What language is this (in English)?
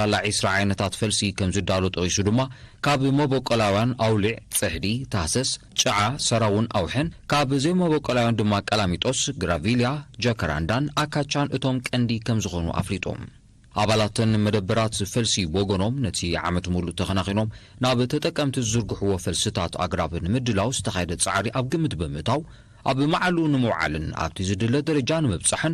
Tigrinya